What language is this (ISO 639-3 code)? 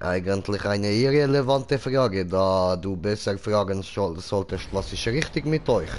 gsw